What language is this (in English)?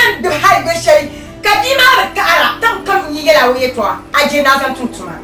Dagbani